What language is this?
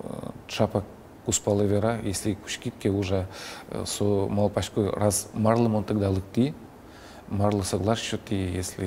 Udmurt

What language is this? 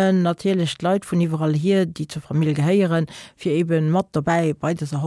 Luxembourgish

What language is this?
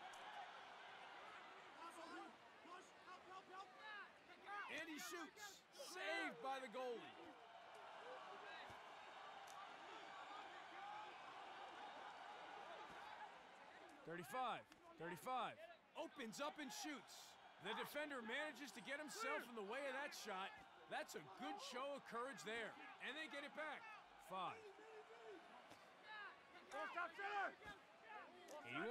English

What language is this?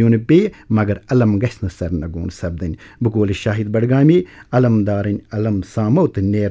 Kashmiri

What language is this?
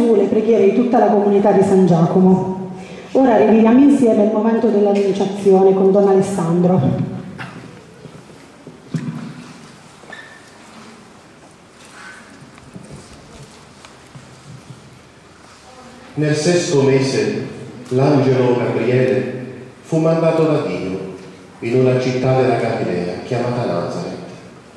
Italian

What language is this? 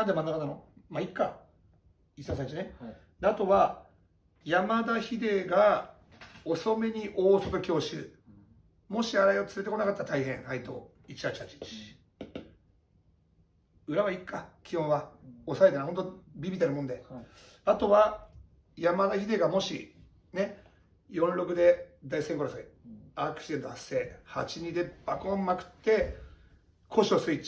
Japanese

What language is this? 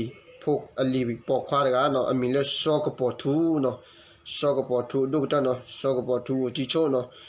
S'gaw Karen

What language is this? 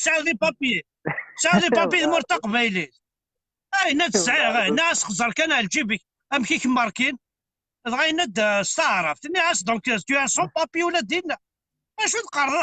Kabyle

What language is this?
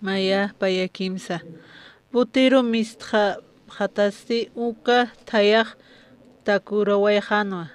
Aymara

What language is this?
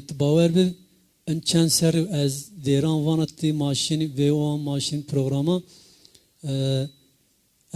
Zaza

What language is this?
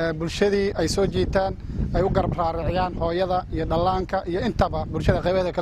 Somali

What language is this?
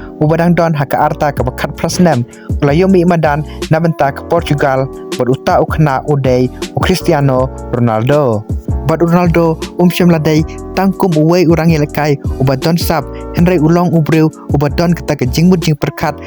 Khasi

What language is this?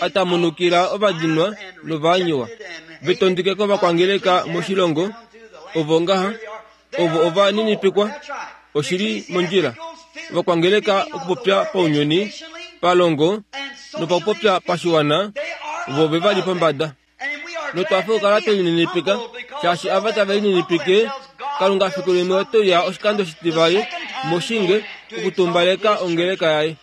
Kuanyama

